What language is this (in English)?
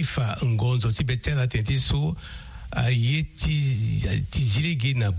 Sango